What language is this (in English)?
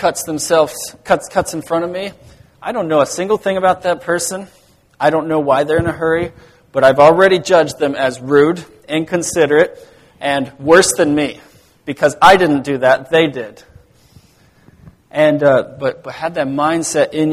English